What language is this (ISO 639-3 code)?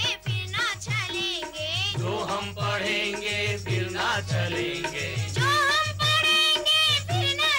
hin